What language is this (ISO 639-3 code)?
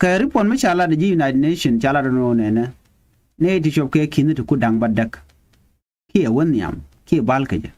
nus